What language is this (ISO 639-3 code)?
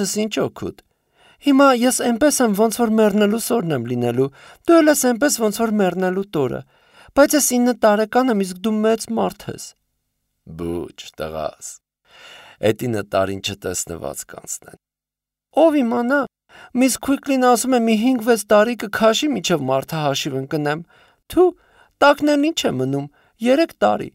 hye